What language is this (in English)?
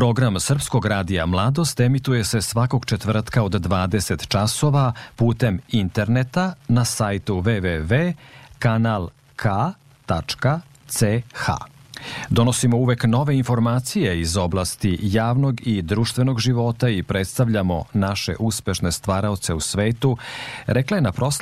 Serbian